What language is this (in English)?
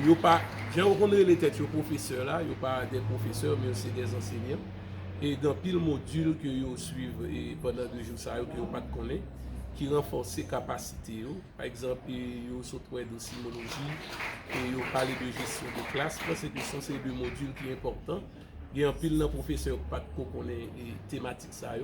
Haitian Creole